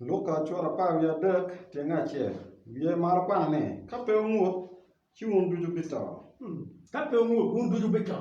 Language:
Acoli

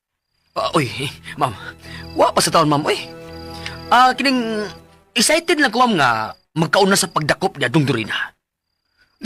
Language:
Cebuano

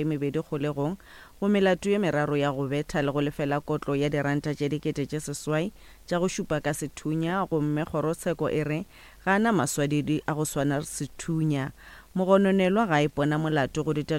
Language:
Northern Sotho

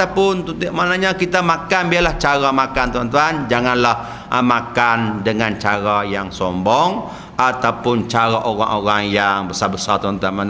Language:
Malay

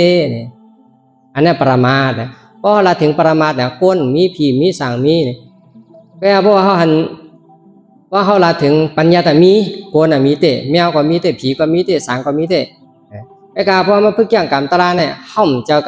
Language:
Shan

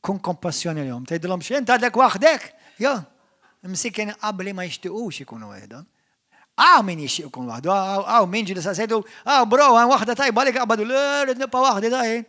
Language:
Maltese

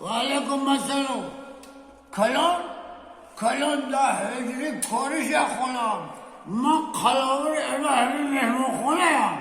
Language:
Tajik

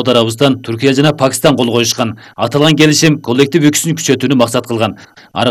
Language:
Kyrgyz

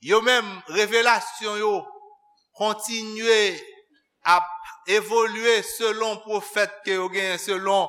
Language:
Haitian Creole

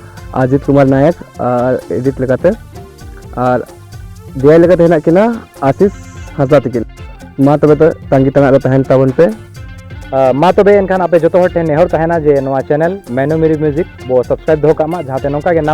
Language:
Santali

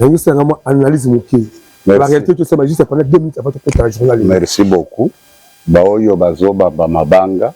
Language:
Lingala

